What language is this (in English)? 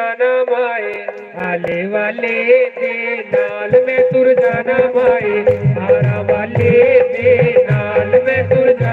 Dogri